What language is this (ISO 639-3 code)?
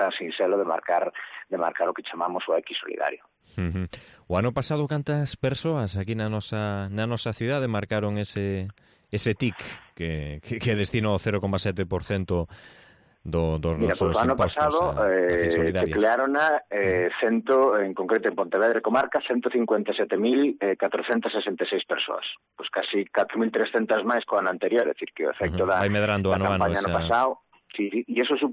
glg